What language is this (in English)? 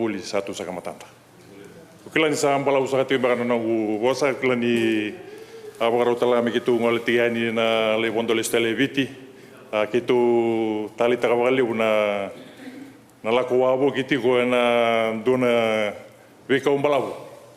Fijian